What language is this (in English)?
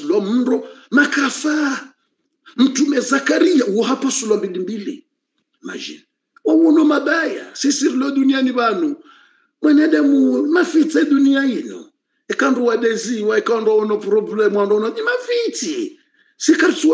Swahili